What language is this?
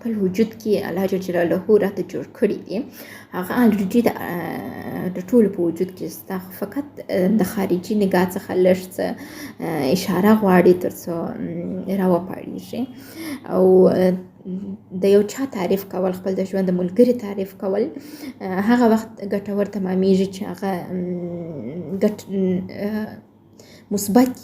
Pashto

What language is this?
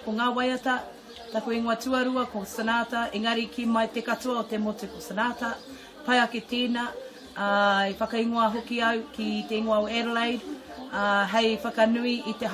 Māori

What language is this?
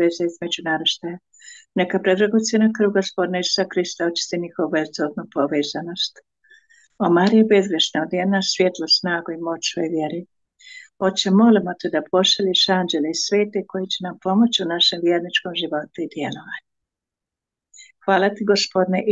Croatian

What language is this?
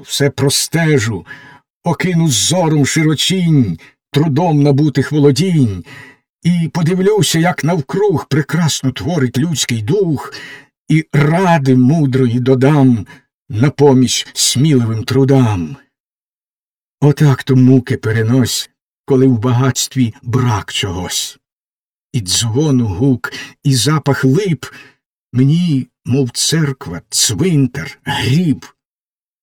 Ukrainian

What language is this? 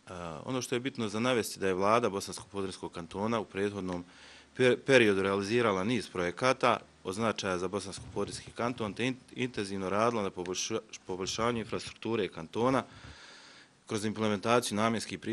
Bosnian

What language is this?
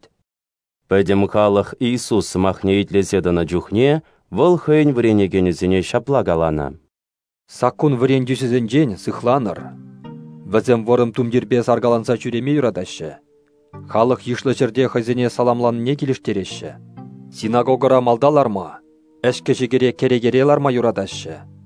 Chuvash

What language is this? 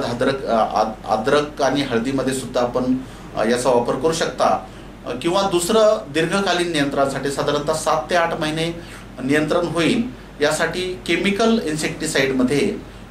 Marathi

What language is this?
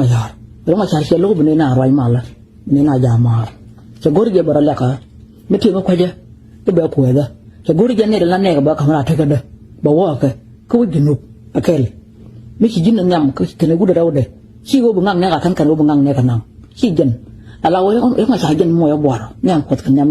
Nuer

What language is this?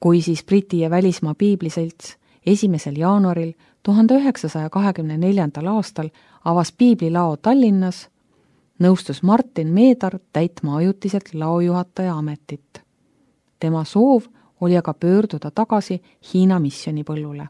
Estonian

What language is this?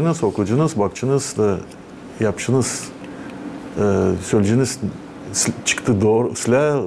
Gagauz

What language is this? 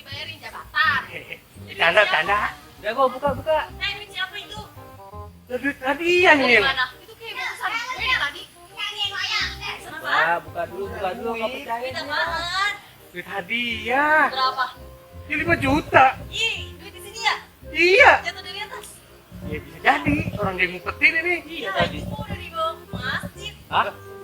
Betawi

